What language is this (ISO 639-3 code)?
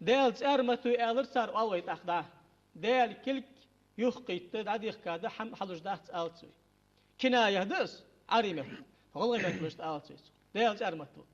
inh